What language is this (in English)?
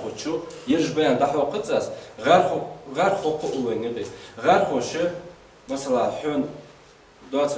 Ingush